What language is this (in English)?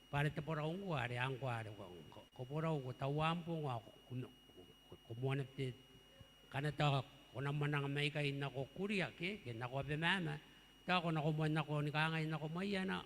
Gilbertese